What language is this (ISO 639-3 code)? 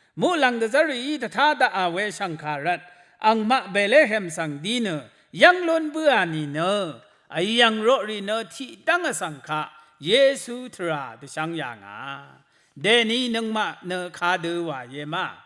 raw